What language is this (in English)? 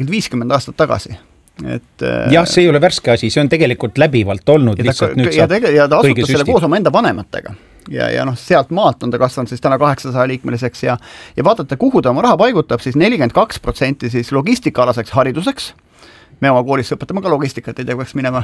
Estonian